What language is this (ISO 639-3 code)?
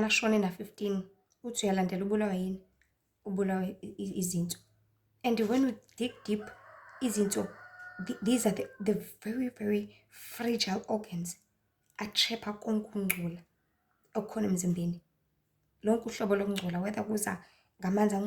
zul